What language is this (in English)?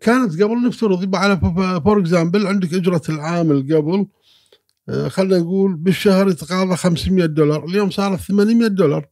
Gulf Arabic